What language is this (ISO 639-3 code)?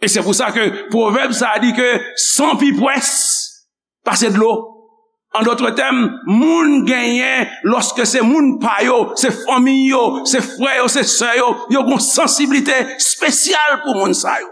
hat